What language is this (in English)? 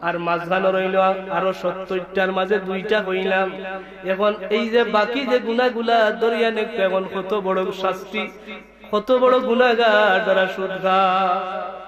Sylheti